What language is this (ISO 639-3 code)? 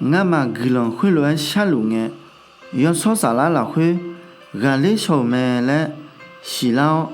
ahk